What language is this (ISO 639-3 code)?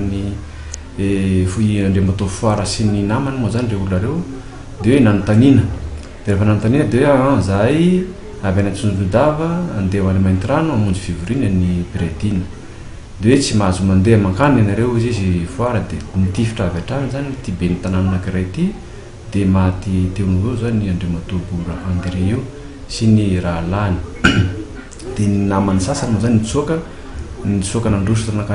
mlg